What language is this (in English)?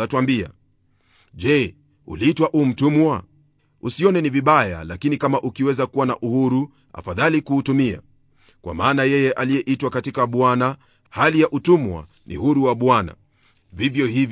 Swahili